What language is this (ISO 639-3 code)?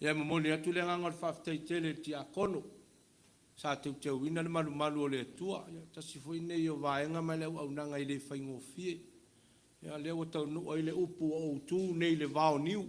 smo